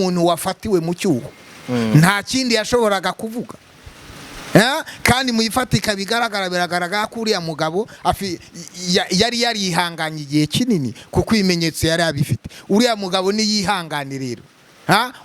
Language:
Kinyarwanda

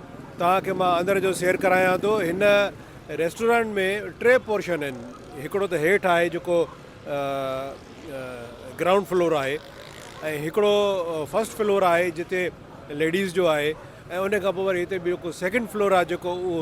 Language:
Sindhi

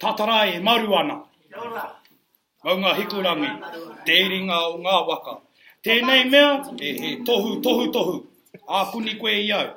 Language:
Māori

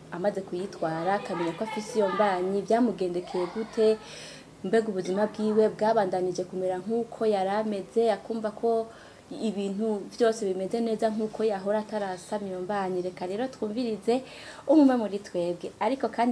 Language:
Rundi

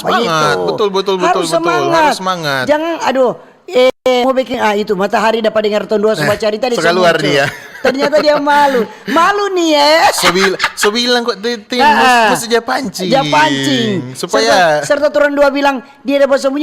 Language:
Manado Malay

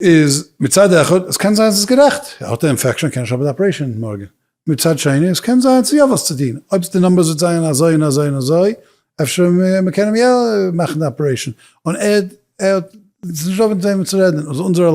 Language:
Yiddish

